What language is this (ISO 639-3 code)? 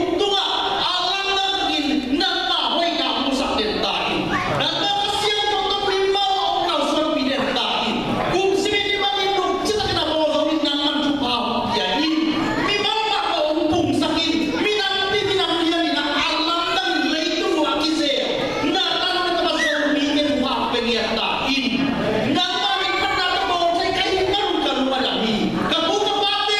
ctd